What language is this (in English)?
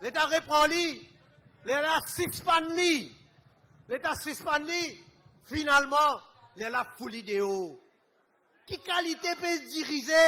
Morisyen